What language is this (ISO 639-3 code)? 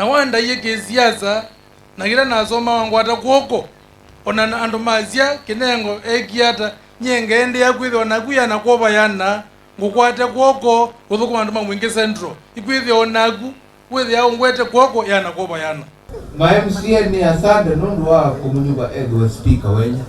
kam